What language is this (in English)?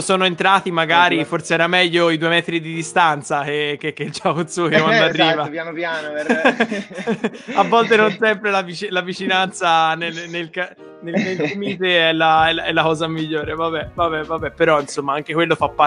Italian